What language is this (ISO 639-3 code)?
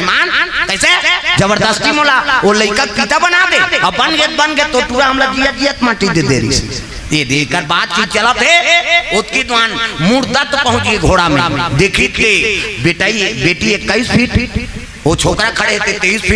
hne